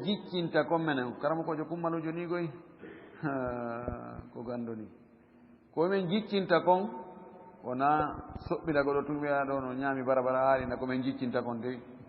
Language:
Fula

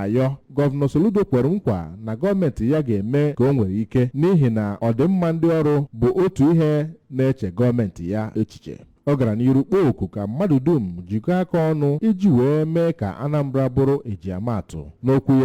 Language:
Igbo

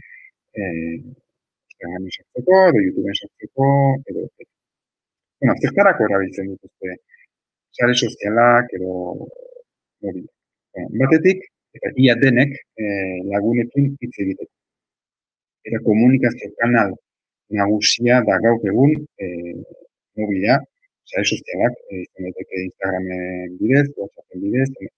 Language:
Basque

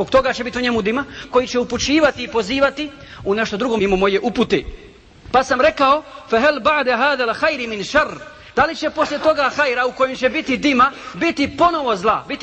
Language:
Bosnian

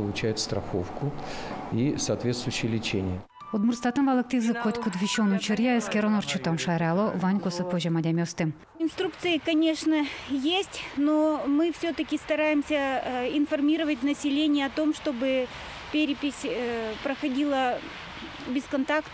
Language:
Udmurt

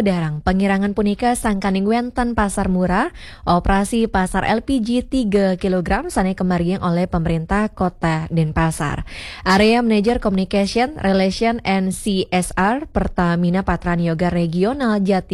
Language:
Balinese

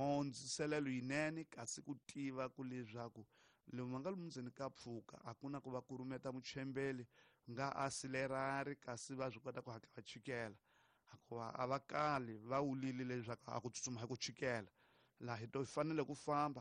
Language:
Tsonga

